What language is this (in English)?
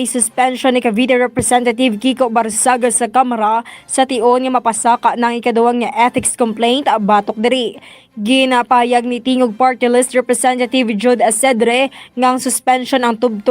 Hiligaynon